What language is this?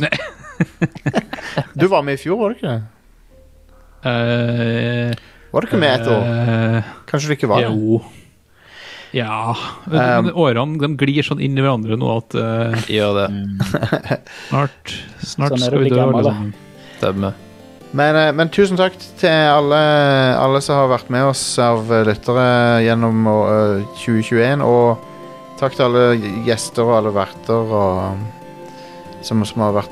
Norwegian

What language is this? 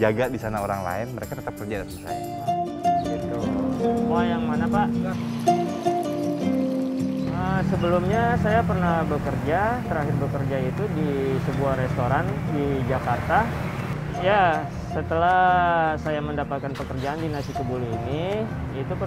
Indonesian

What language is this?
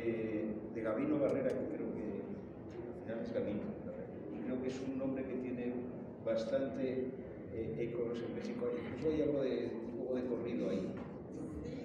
Spanish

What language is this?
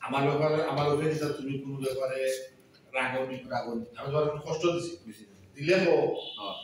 Sylheti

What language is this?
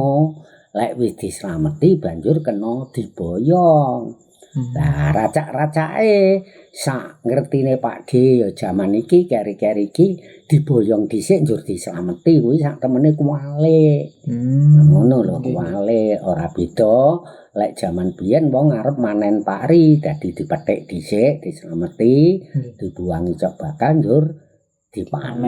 Javanese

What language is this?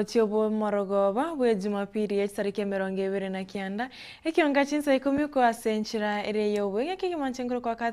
Gusii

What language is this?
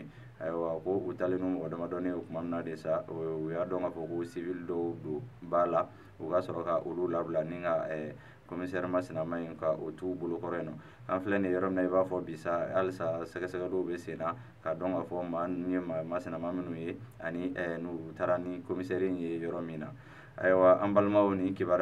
Bambara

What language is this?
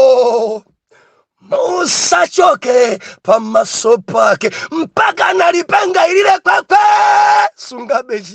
Nyanja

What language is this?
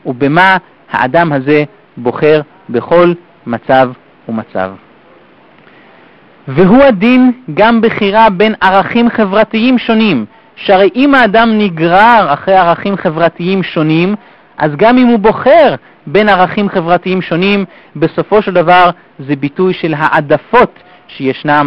Hebrew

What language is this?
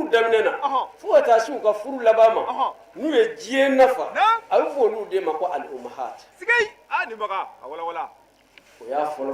Bambara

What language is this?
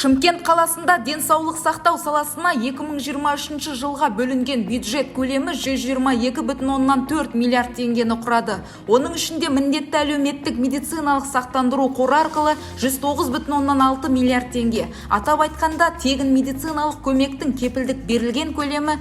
Kazakh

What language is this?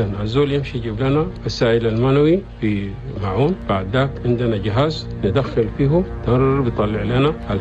Chadian Arabic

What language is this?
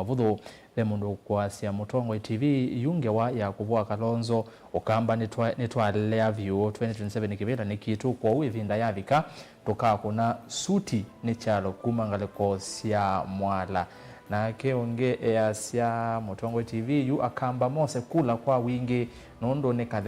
Kamba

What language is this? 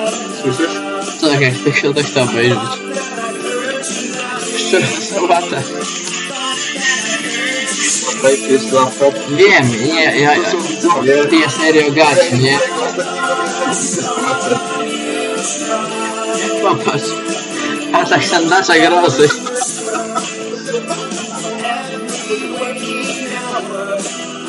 Polish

